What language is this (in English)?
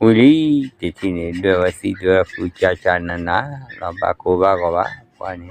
S'gaw Karen